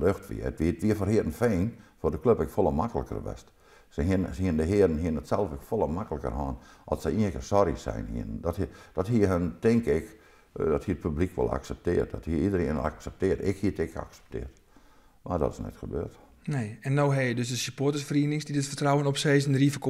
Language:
Western Frisian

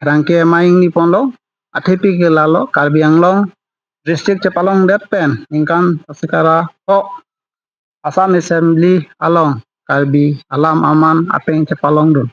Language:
Karbi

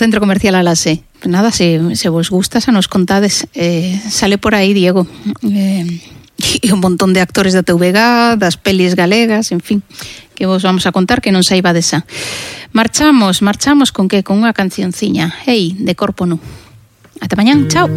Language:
Galician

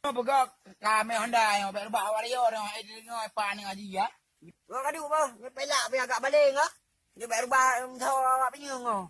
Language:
Achinese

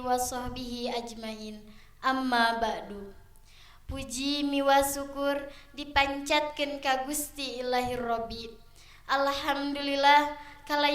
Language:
Sundanese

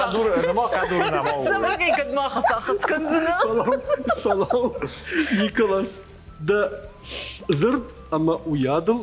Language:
Ossetic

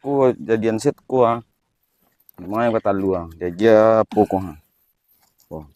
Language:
Minangkabau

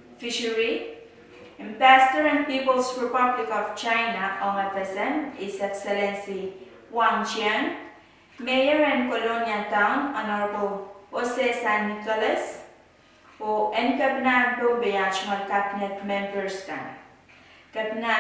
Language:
Pohnpeian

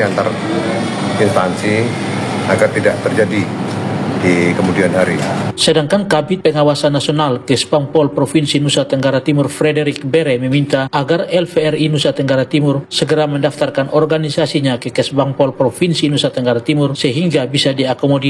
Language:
Indonesian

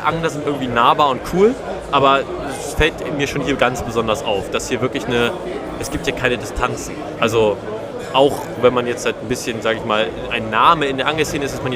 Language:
Swiss German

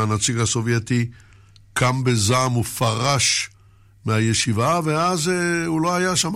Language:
Hebrew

